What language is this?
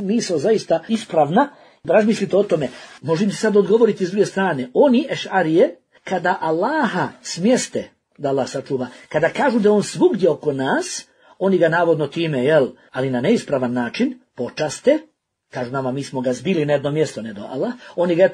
Bosnian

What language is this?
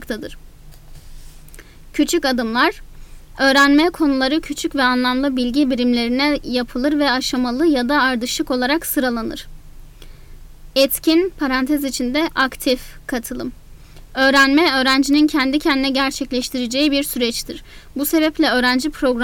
Turkish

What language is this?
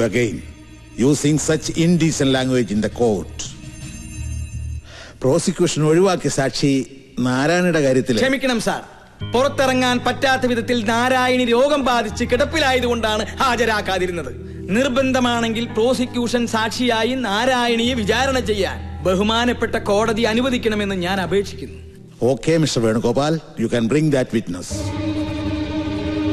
Malayalam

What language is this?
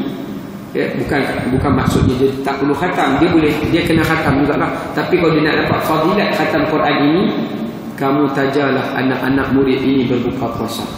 Malay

